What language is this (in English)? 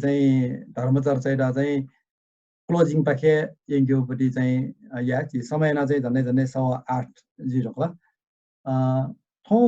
Newari